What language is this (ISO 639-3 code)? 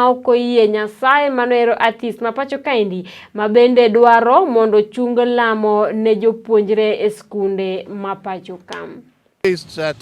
luo